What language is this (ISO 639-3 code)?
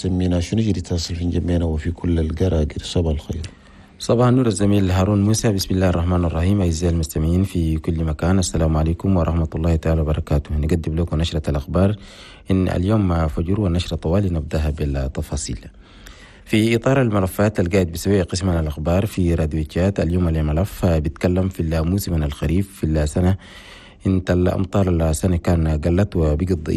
shu